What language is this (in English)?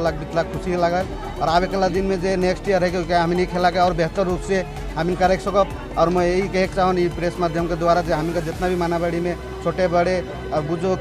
Sadri